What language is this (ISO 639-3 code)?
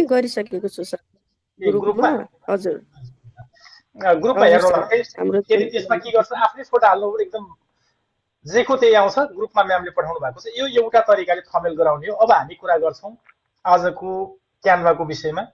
nep